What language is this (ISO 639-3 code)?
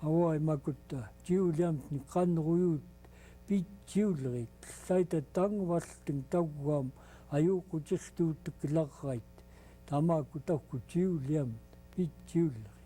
esu